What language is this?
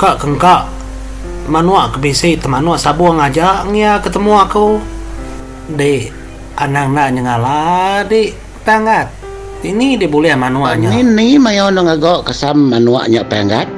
Iban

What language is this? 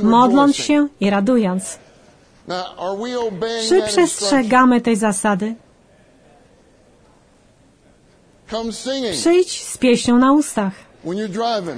Polish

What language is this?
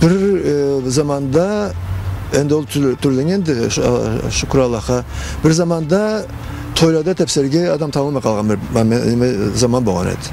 Karachay-Balkar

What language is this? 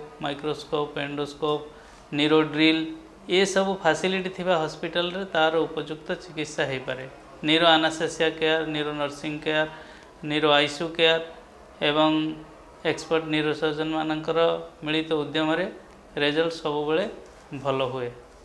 Odia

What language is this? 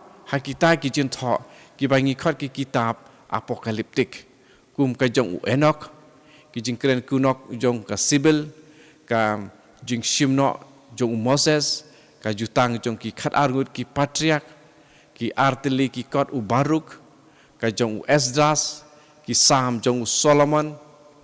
Khasi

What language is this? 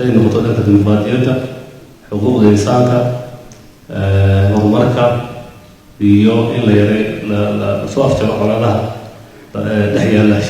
Somali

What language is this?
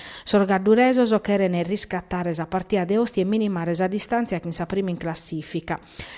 Sardinian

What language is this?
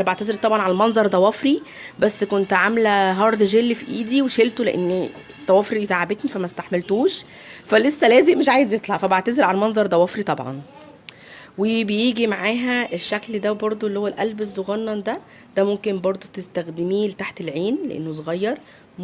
Egyptian Arabic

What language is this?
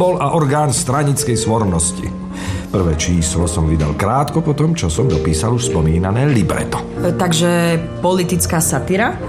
Slovak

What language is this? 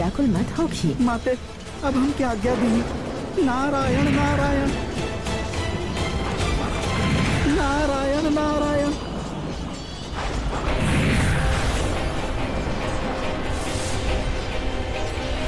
Bhojpuri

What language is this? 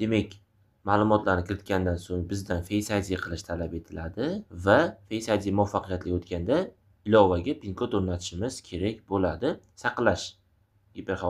Uzbek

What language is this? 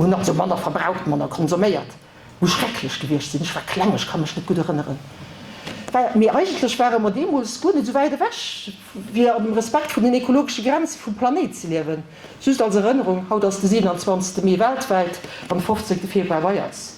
Luxembourgish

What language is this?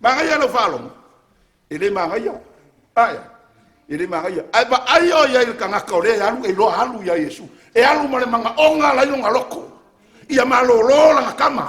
Samoan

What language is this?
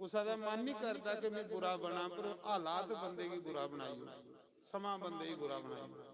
Dogri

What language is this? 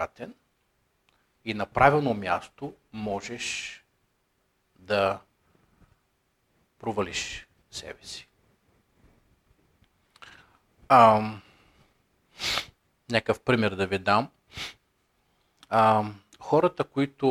Bulgarian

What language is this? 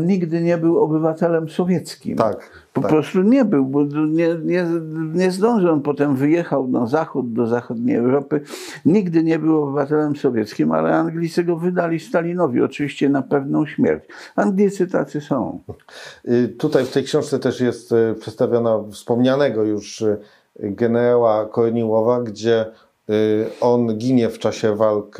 Polish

